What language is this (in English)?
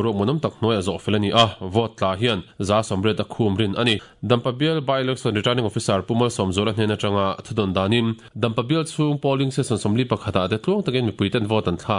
Mizo